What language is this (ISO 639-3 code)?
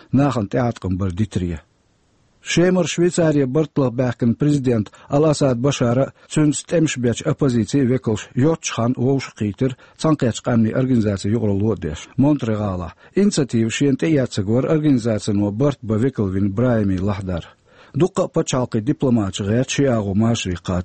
che